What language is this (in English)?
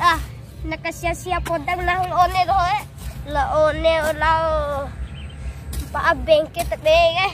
Bima